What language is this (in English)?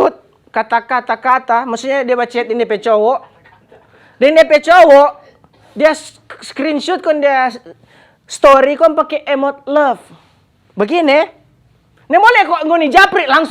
Manado Malay